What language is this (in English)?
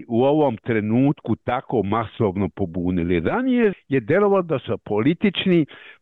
Serbian